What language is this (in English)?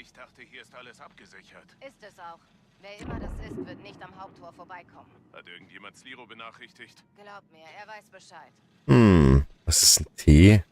Bavarian